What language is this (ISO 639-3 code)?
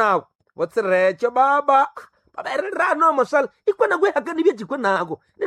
nnb